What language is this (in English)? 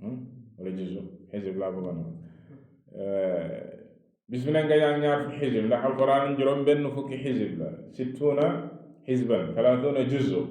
Wolof